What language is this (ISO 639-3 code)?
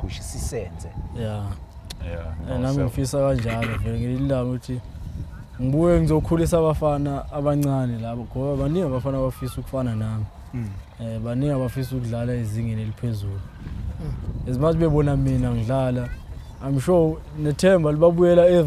zul